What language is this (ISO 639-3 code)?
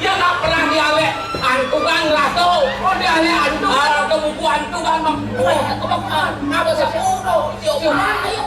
ban